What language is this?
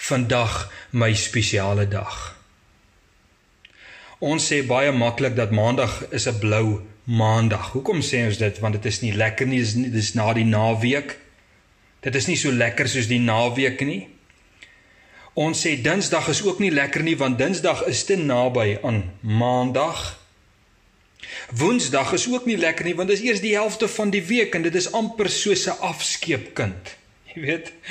Afrikaans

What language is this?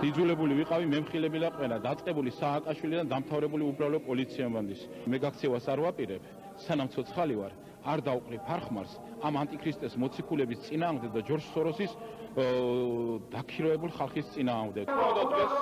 Georgian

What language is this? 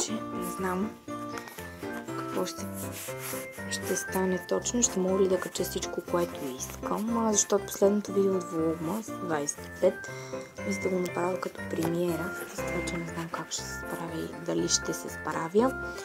Bulgarian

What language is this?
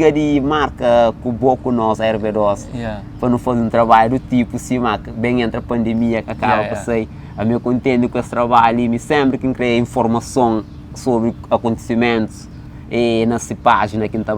Kabuverdianu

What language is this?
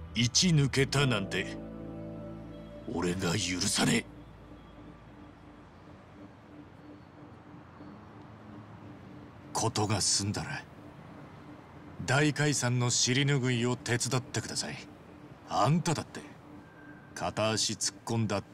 Japanese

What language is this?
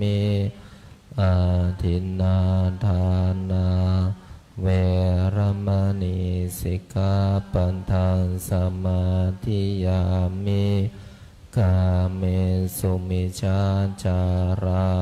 Pali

